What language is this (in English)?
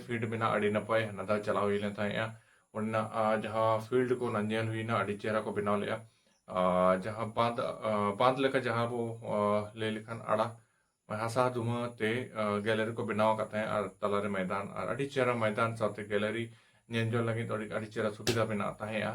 Santali